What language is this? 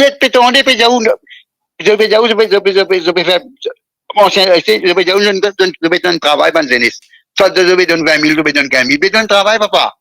Morisyen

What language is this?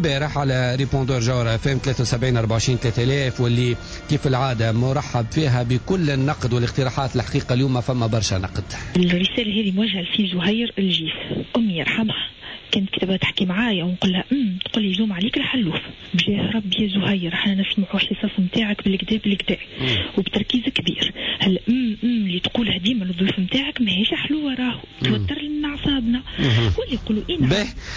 Tunisian Arabic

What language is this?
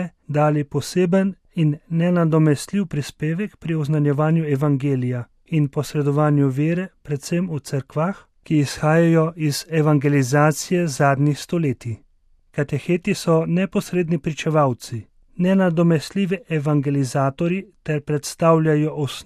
Slovenian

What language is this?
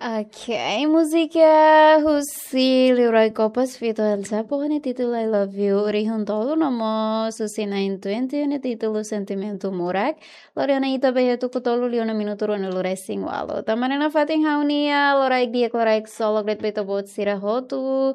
Tetum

